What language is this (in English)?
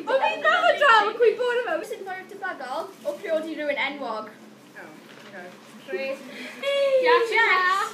Welsh